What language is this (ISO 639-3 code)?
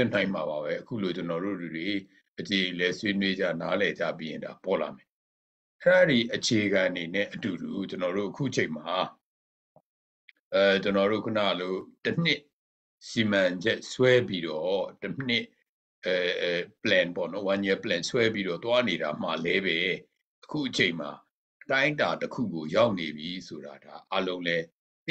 mya